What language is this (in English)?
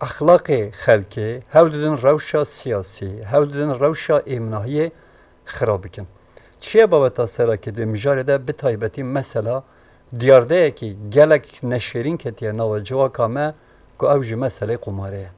Kurdish